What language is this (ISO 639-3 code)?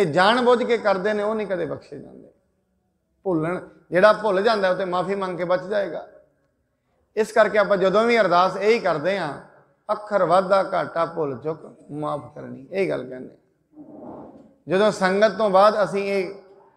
pan